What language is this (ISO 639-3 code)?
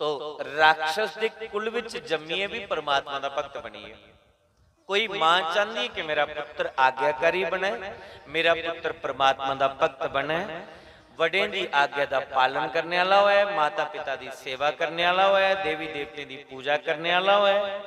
doi